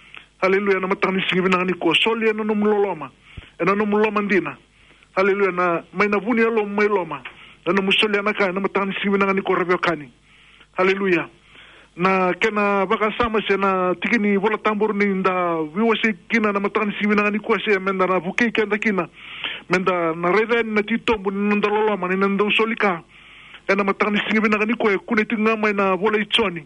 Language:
Fijian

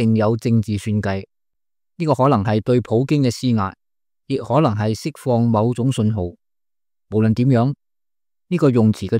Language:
Cantonese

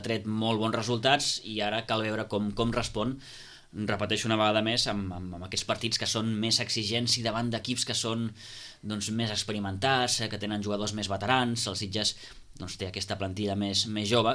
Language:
Catalan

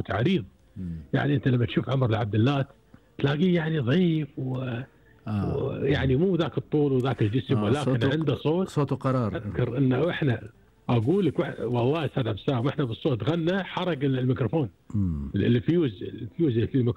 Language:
Gulf Arabic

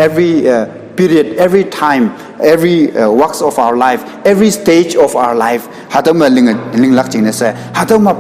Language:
Konyak Naga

